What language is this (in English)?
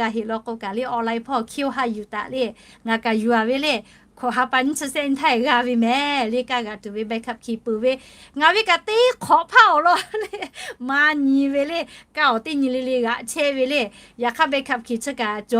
Lahu